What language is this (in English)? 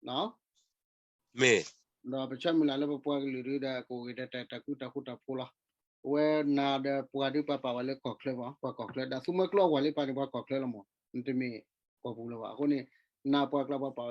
S'gaw Karen